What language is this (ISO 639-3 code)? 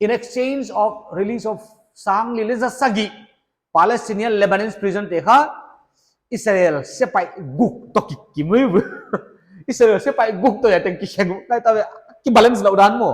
pck